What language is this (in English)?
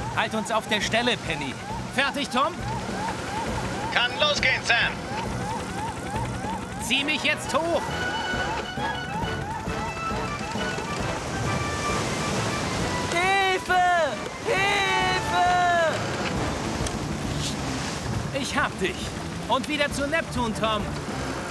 German